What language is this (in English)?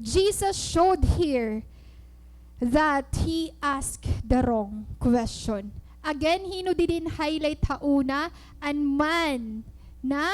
Waray